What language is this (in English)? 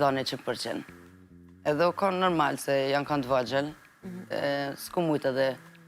Albanian